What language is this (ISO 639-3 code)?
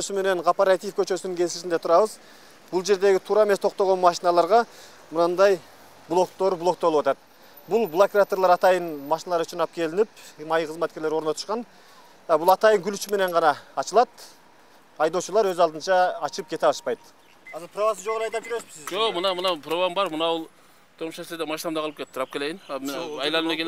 kir